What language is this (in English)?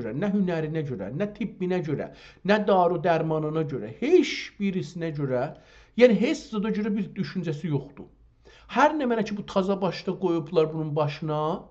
South Azerbaijani